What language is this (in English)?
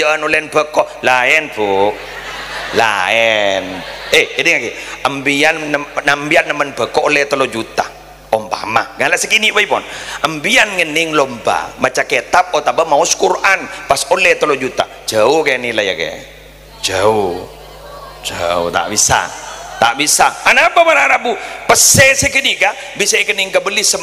Madurese